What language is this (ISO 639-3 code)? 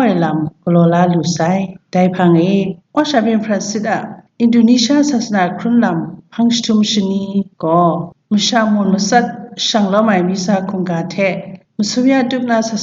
kac